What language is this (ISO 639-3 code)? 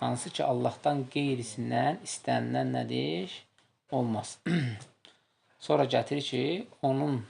aze